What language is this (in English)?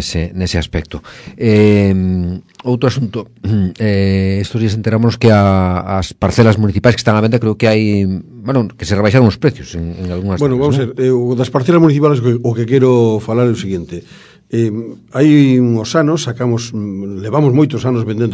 Galician